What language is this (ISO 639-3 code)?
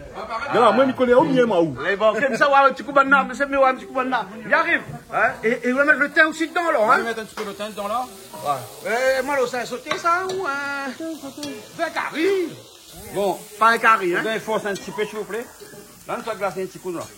rcf